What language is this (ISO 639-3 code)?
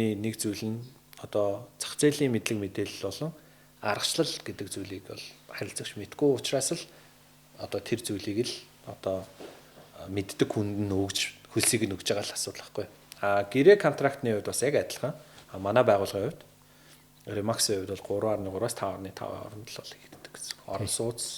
mon